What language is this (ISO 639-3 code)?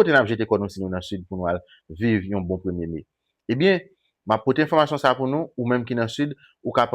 hat